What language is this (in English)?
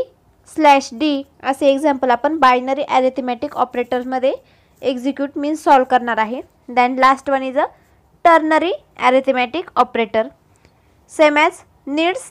Marathi